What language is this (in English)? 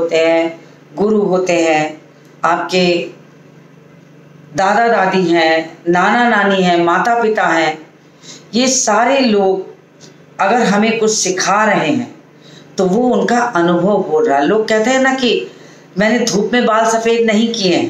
Hindi